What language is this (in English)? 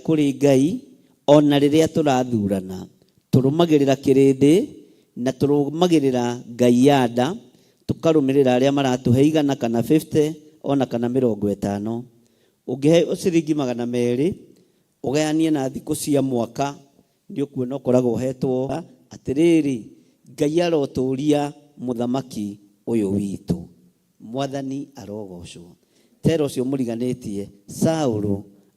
Kikuyu